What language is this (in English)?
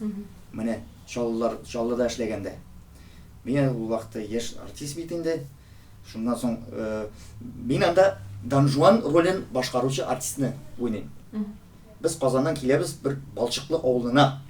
Tatar